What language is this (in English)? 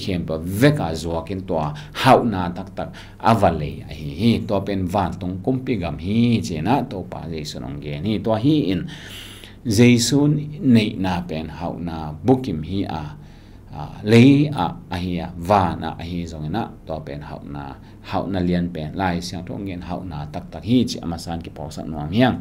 Tedim Chin